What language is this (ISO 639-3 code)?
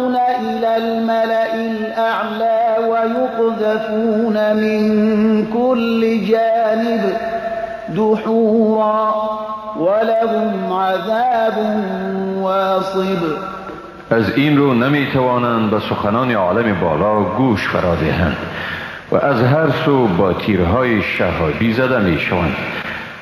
fas